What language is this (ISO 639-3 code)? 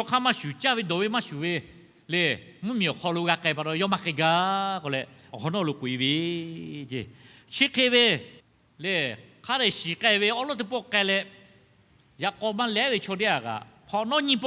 lhu